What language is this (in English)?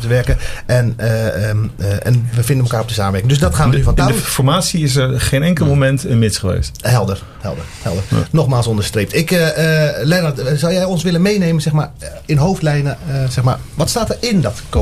Dutch